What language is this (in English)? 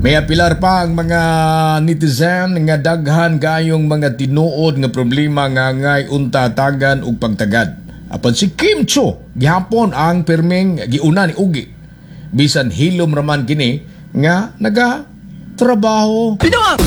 Cebuano